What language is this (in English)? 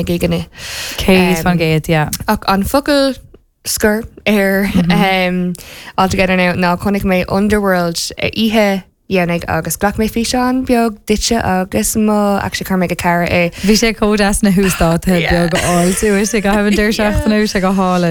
Irish